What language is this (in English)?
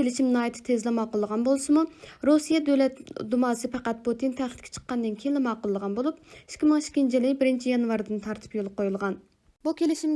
Uyghur